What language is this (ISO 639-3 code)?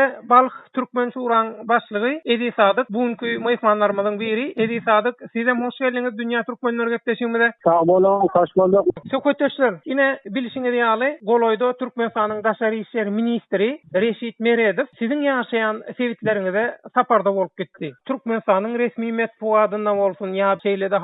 tuk